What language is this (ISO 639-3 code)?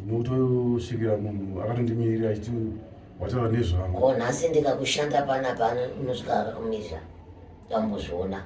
sna